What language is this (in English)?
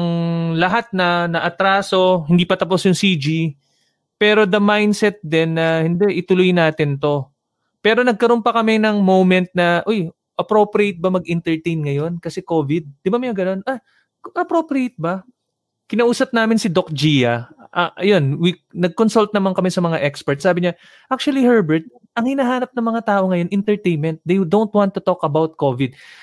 Filipino